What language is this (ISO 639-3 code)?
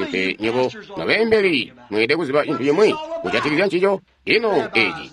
toi